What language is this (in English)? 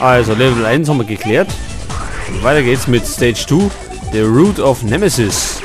Bavarian